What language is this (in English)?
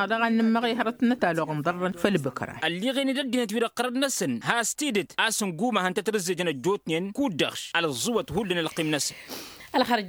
Tamasheq